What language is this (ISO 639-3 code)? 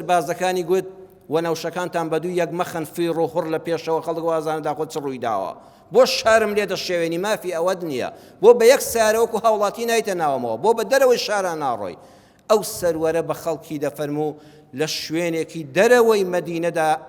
ckb